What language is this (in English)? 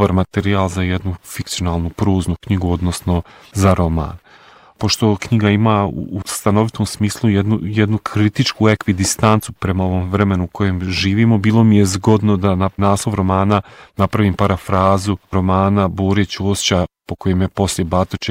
Bosnian